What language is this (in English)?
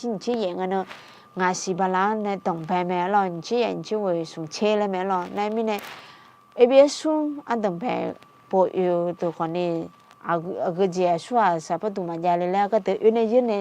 Akha